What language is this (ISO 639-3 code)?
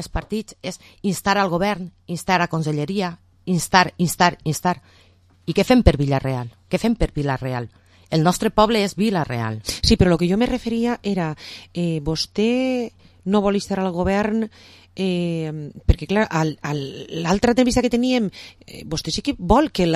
cat